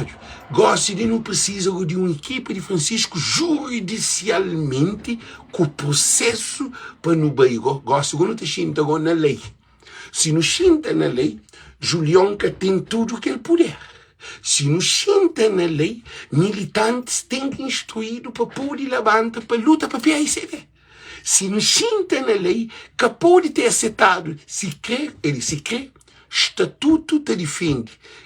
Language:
Kabuverdianu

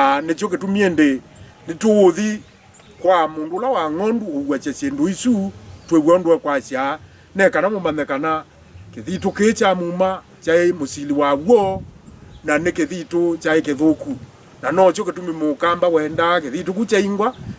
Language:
Kamba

